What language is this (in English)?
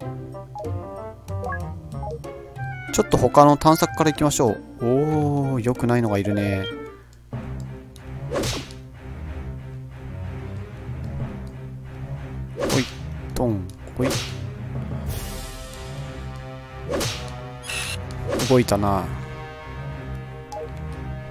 Japanese